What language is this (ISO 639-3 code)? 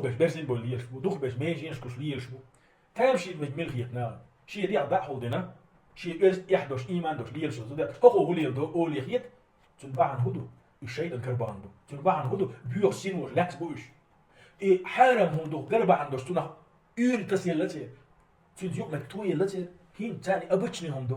che